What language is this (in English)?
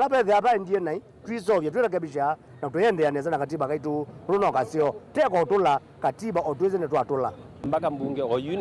Kamba